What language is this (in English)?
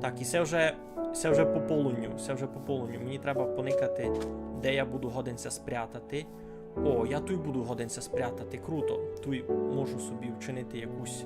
Rusyn